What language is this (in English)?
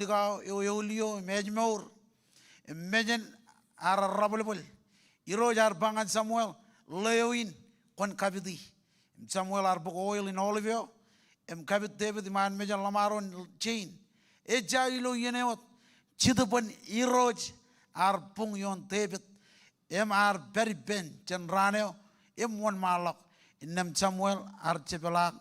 Marshallese